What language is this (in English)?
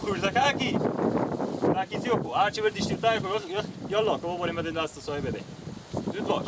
Persian